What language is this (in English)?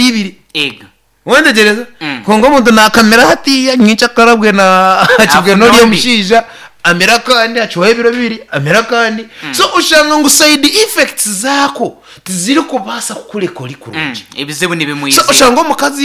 Nyankole